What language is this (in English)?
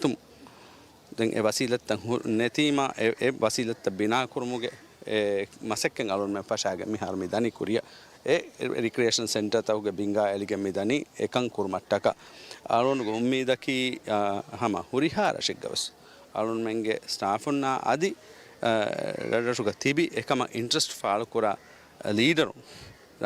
Divehi